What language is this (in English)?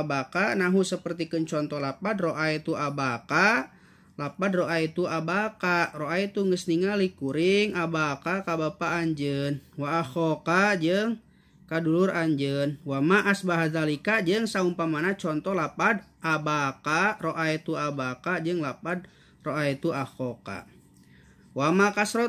Sundanese